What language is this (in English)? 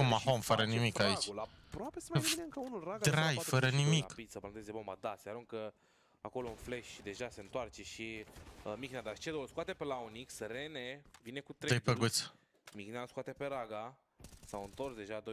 Romanian